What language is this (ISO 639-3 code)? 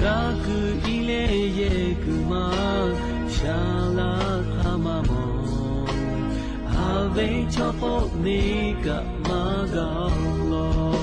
lhu